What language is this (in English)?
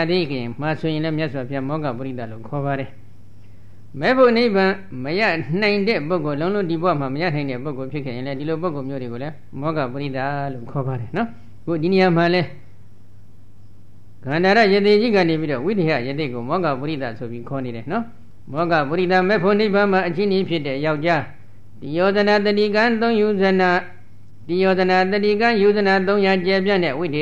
Burmese